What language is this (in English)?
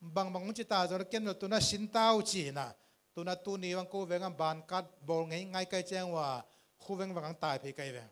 Tedim Chin